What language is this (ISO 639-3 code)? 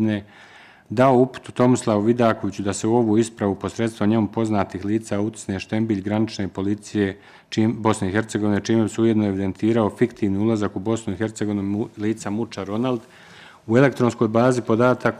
bos